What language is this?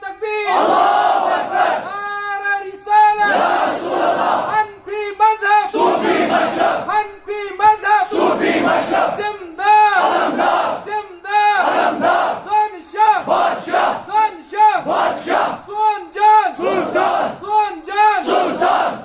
Kashmiri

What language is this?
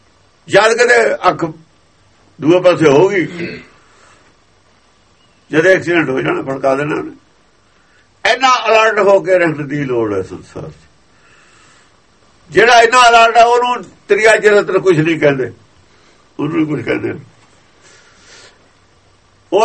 Punjabi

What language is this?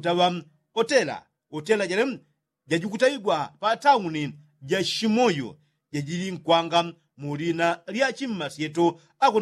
Yao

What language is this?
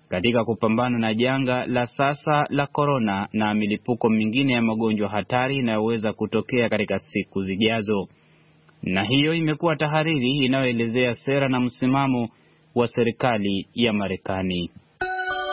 Swahili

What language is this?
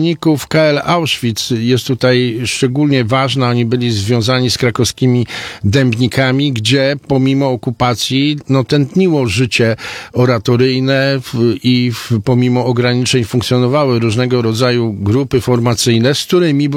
Polish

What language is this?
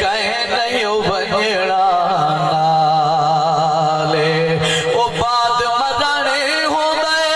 Saraiki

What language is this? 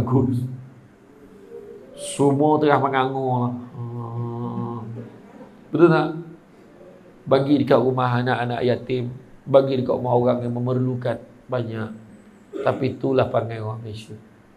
Malay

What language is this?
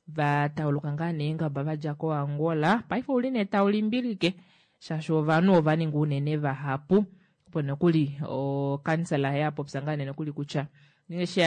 Kuanyama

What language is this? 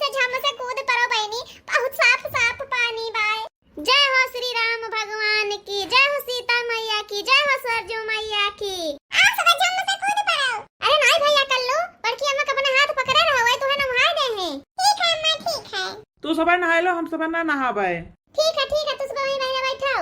Awadhi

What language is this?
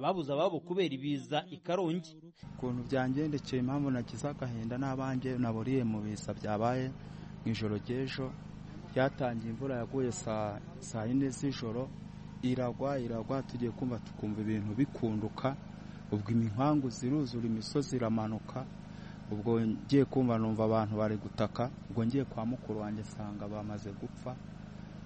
Kinyarwanda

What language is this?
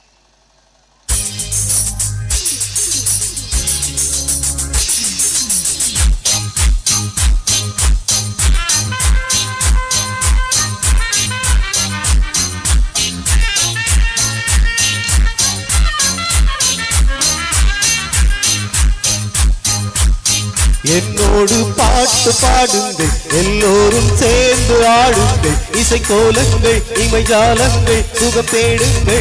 Tamil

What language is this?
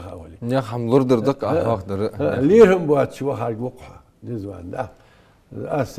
Ingush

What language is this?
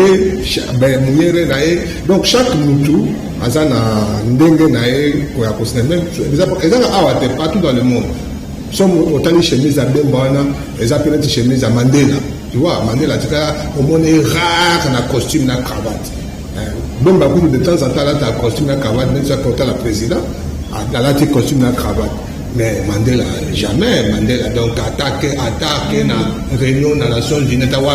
Lingala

